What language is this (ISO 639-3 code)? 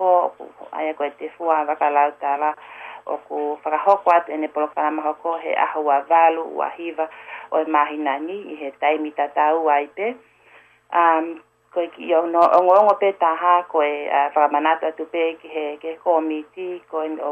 ton